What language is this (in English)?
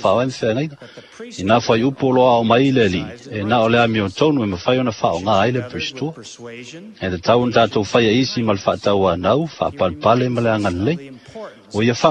Samoan